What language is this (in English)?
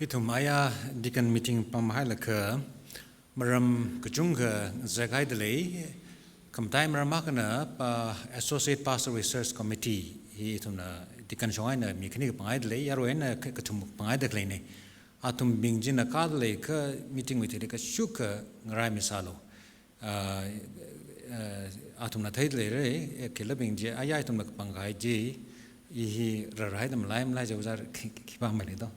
Tangkhul Naga (India)